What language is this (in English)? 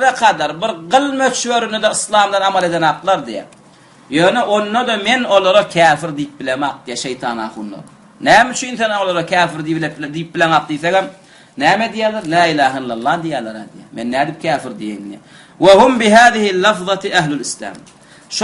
Turkmen